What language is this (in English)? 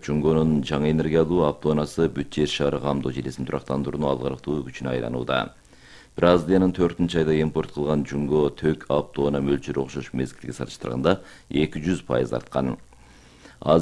Kyrgyz